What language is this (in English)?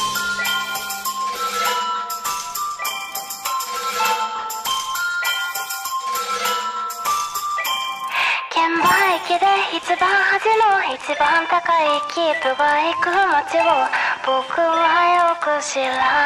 Japanese